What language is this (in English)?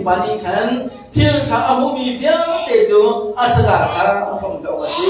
Hakha Chin